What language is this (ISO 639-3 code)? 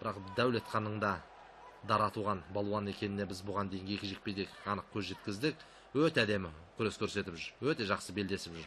kaz